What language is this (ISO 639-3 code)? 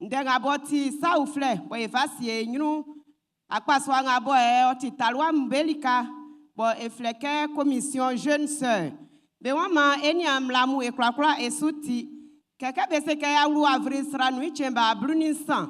bci